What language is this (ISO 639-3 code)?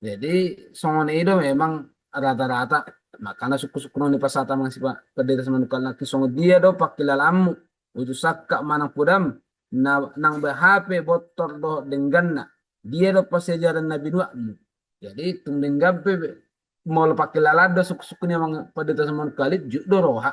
bbc